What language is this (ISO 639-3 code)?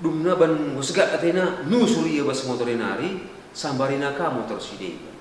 btx